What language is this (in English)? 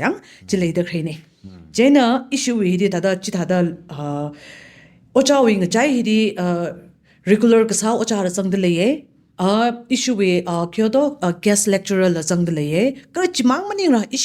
Tangkhul Naga (India)